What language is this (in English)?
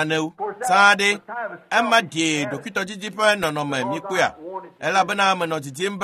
Ewe